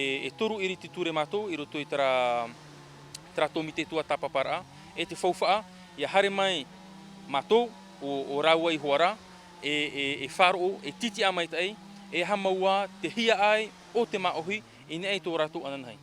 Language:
Tahitian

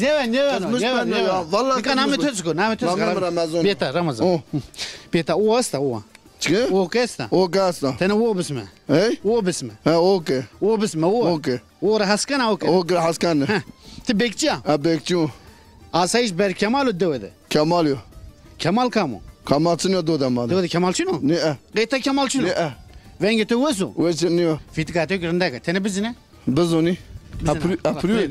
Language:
Zaza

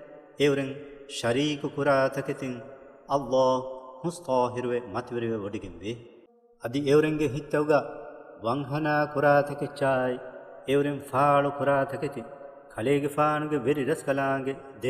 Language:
Divehi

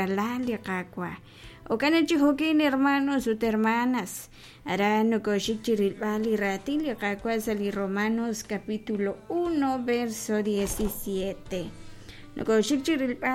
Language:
Kekchí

